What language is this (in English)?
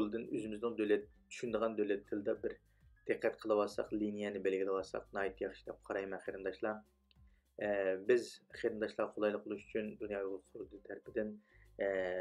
Uyghur